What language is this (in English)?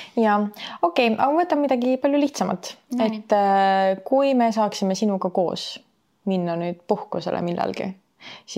Estonian